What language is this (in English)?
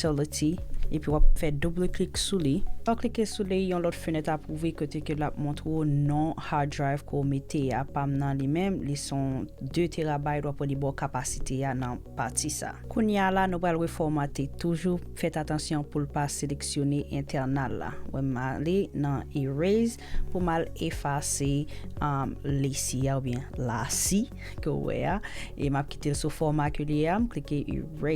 Haitian Creole